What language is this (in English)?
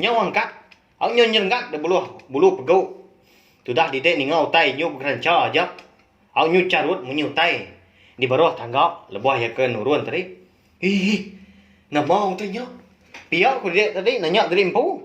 Iban